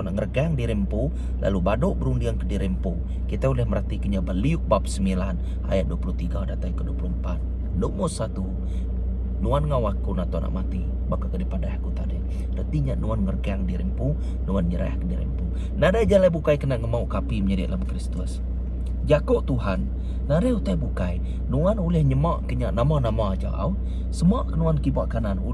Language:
Iban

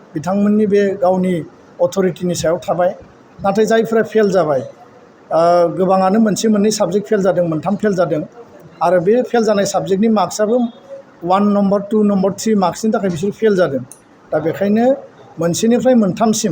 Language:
Bodo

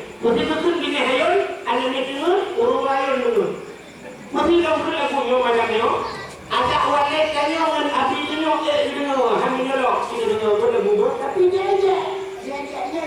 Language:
Achinese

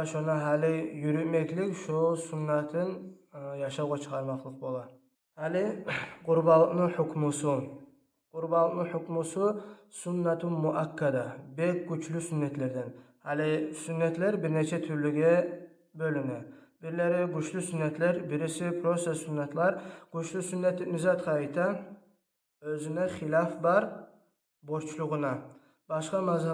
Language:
Kumyk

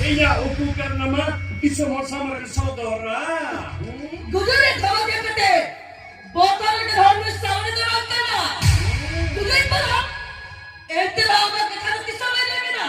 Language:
Santali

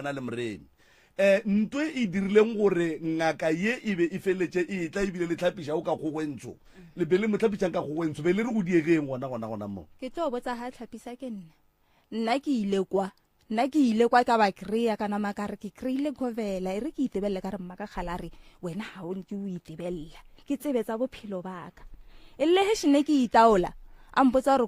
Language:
Northern Sotho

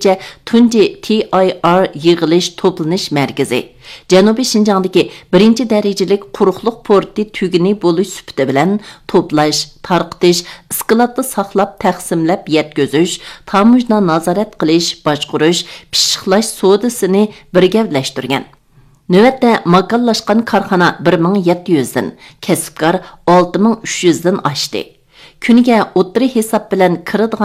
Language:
Uyghur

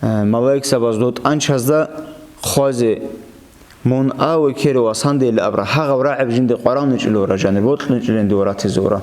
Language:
Avaric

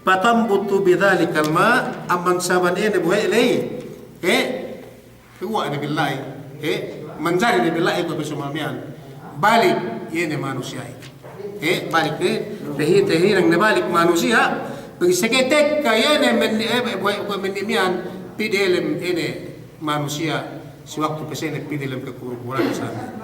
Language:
Yakan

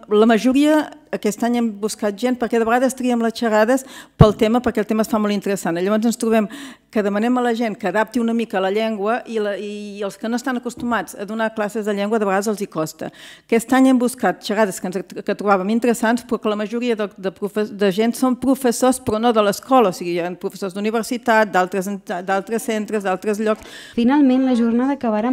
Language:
Catalan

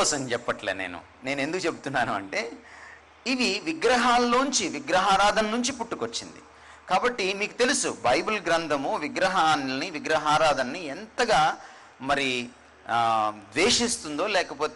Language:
Telugu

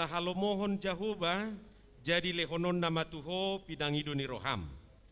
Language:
Batak Toba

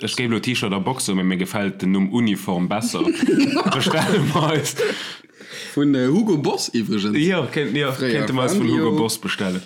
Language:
Luxembourgish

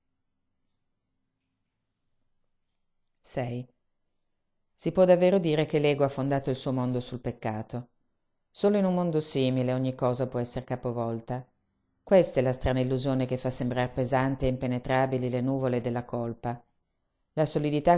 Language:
Italian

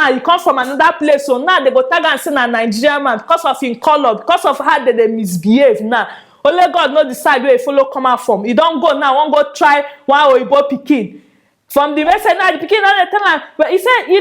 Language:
Nigerian Pidgin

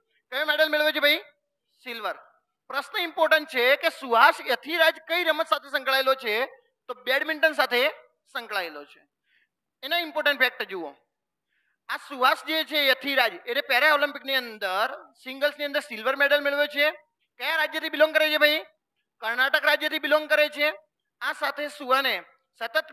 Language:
Gujarati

